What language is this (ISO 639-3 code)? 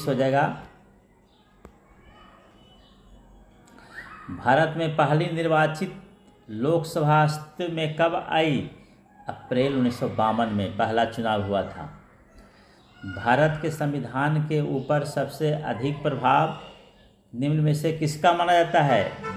hin